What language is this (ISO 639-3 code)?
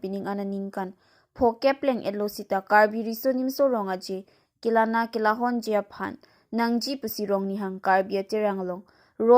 mjw